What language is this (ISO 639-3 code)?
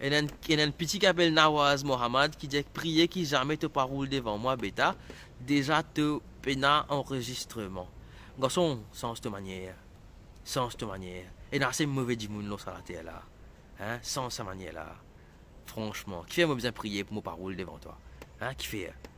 mfe